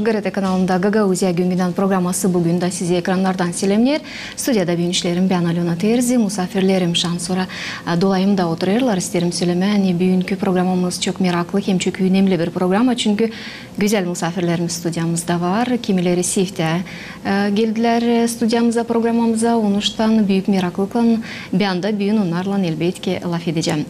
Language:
Gagauz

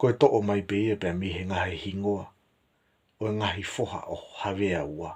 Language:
Tongan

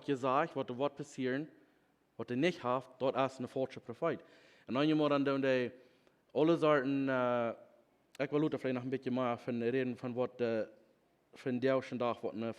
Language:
Plautdietsch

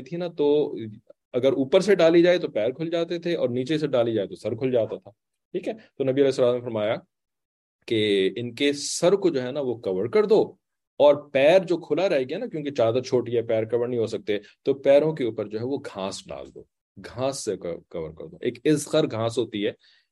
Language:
Urdu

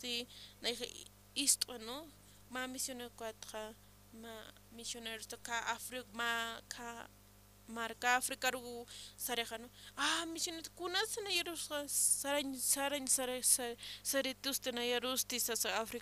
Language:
Aymara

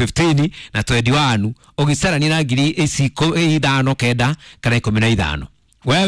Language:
Kikuyu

